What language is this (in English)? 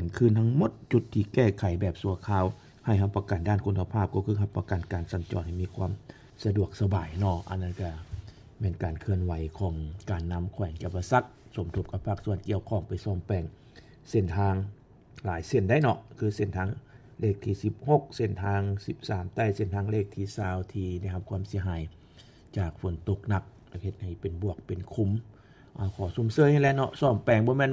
Lao